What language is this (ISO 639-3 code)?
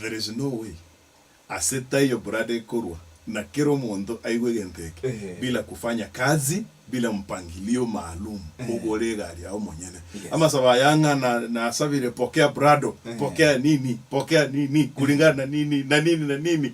guz